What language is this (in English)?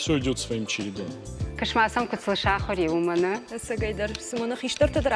Ossetic